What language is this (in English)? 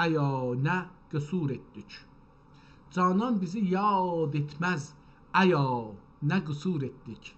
South Azerbaijani